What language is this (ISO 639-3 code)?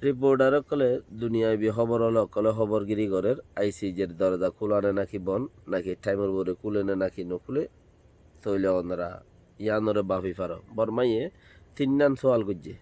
rhg